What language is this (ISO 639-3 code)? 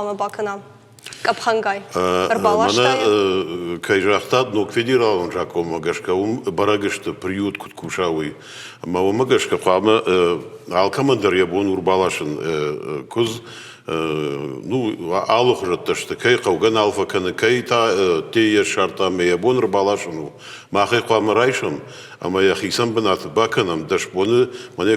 oss